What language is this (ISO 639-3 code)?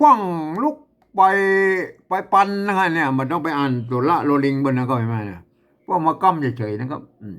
nod